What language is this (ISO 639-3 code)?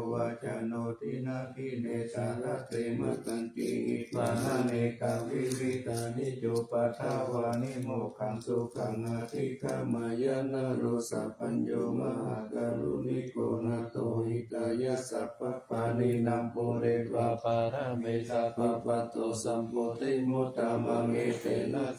pli